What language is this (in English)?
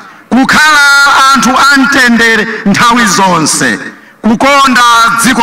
Nyanja